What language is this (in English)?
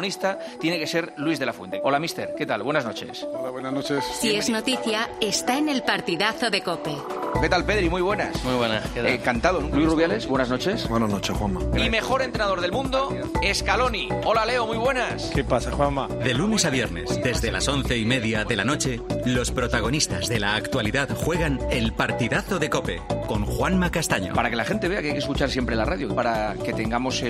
Spanish